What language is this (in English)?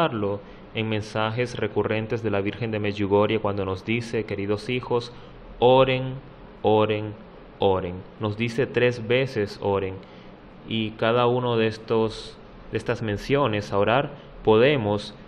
Spanish